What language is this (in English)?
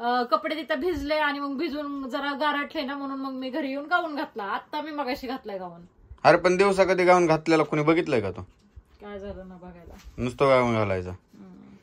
Marathi